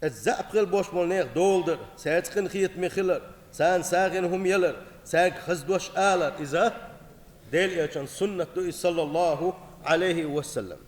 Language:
Chechen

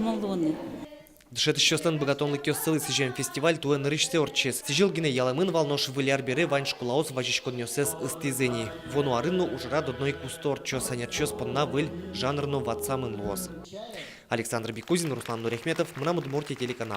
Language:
Udmurt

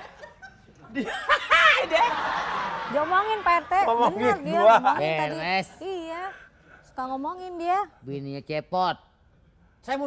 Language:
Betawi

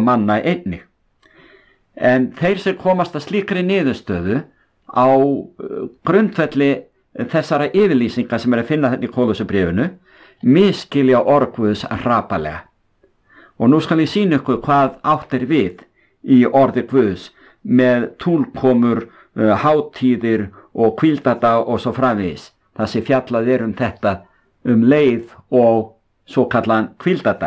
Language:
Icelandic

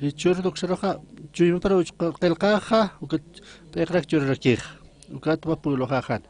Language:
Aymara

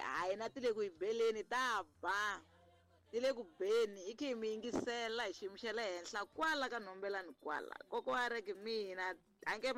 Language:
Tsonga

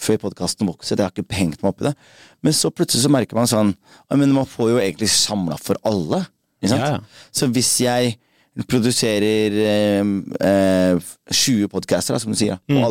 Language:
Norwegian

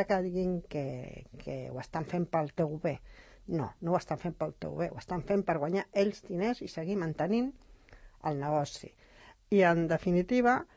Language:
Catalan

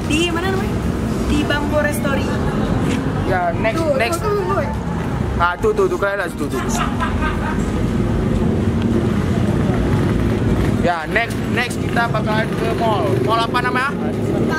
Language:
Indonesian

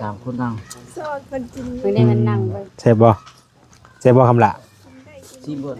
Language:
Lao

